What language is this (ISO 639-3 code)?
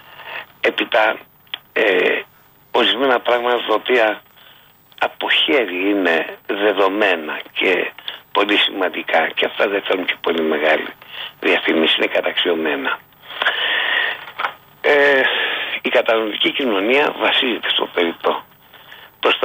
ell